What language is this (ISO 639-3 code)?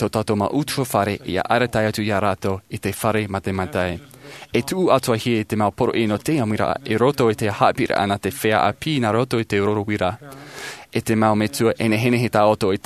tah